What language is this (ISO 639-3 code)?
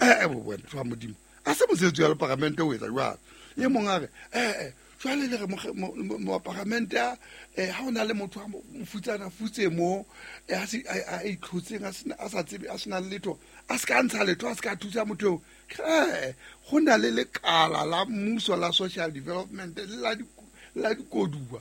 sot